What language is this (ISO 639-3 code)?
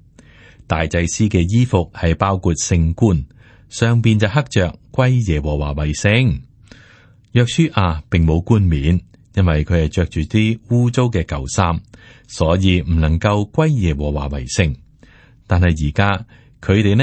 yue